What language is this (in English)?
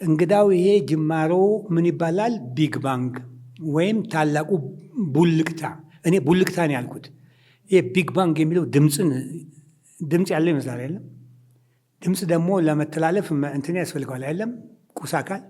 Amharic